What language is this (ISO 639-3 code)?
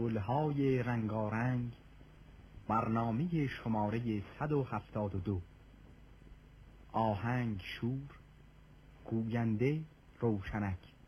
fas